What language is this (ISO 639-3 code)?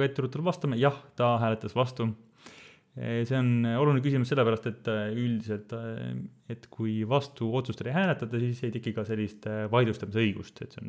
est